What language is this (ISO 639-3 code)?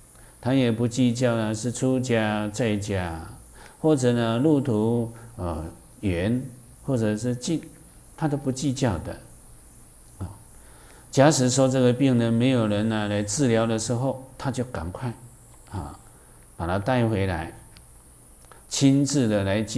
zho